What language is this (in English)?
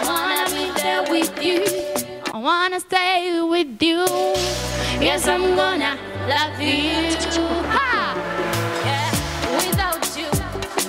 Nyoro